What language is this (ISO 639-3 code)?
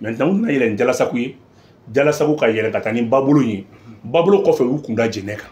bam